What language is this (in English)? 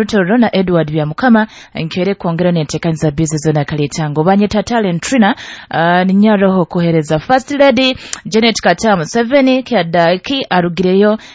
Nyoro